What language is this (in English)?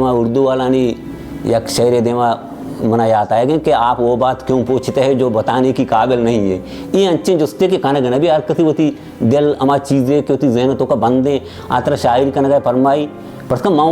Baluchi